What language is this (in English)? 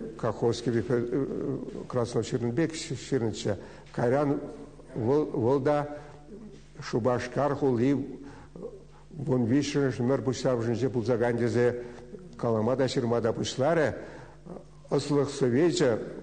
Chuvash